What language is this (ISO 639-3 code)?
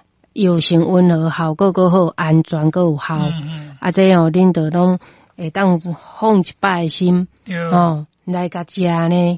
nan